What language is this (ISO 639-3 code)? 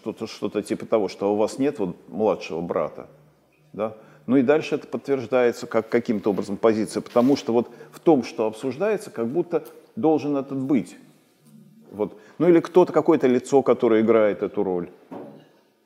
rus